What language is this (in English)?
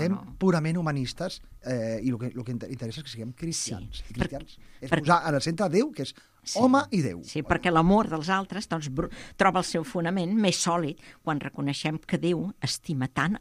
Catalan